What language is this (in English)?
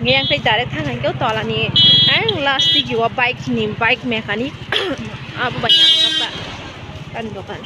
Kok Borok